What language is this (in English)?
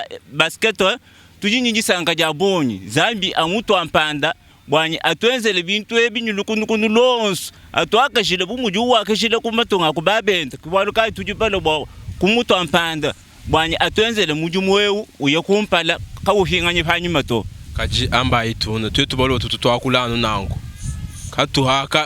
Luba-Lulua